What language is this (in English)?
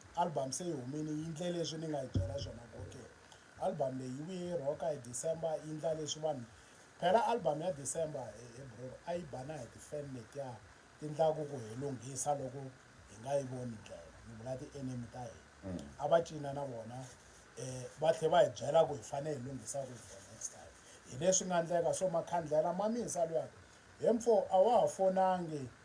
Tsonga